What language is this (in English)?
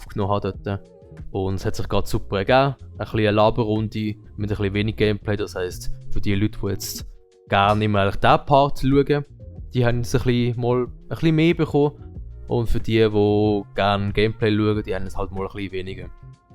Swiss German